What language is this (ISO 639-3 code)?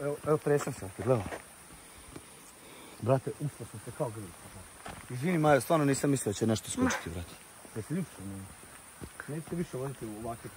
srp